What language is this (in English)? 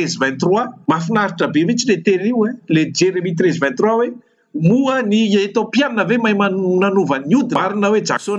Malagasy